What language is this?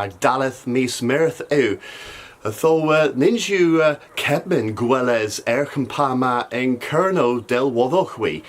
Cornish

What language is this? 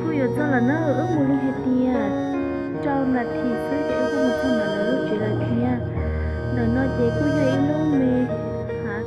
Hmong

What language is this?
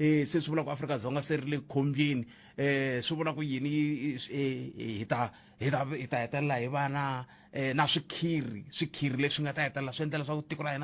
Tsonga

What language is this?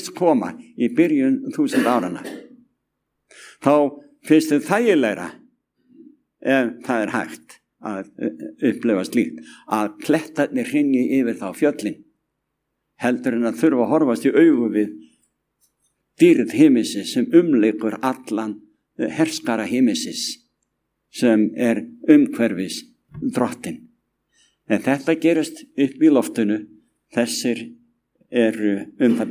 Icelandic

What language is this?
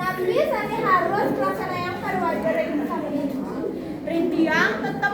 Balinese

